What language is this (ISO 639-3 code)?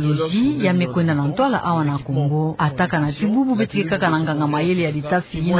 ktu